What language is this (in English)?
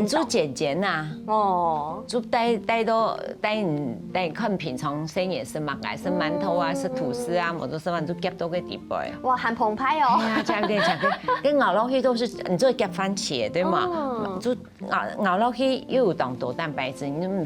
Hakka Chinese